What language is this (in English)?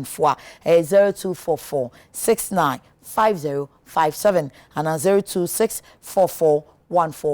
Akan